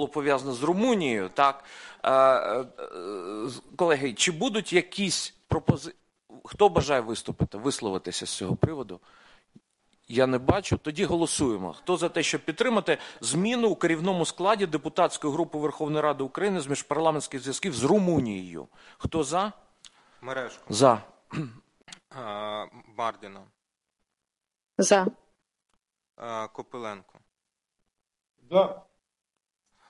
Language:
Ukrainian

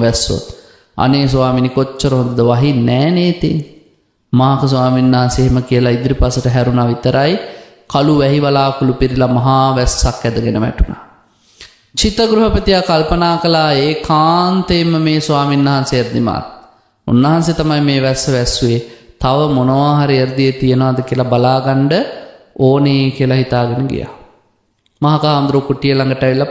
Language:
Sinhala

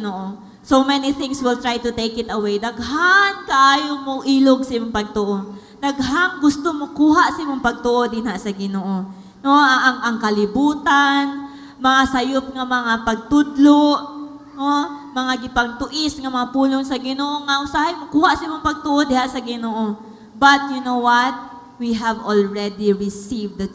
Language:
Cebuano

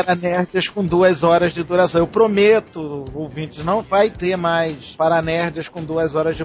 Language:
Portuguese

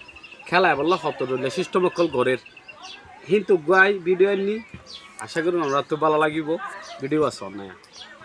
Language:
Rohingya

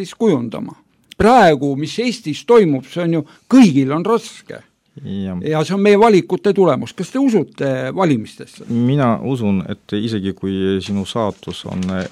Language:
Estonian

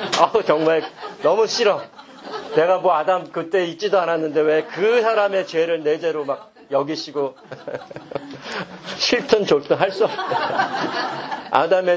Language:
Korean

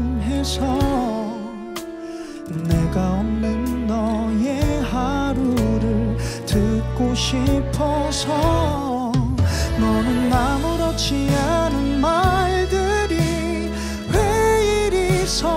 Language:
Korean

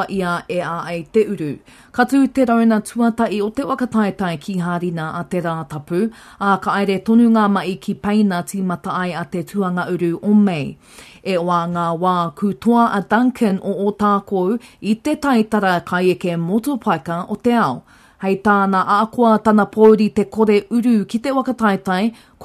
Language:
Māori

